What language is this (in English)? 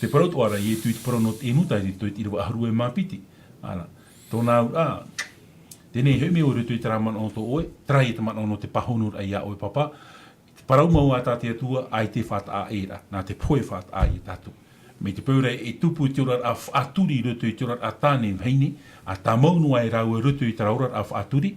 Tahitian